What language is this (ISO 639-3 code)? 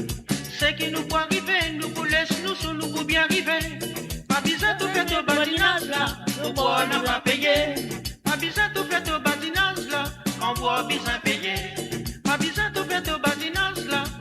mfe